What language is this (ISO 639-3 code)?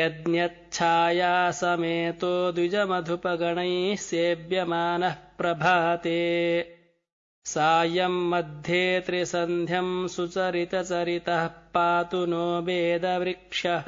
san